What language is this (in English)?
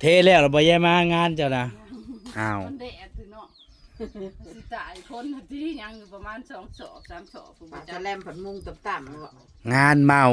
Northeastern Thai